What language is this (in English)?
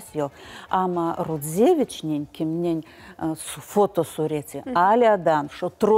Crimean Tatar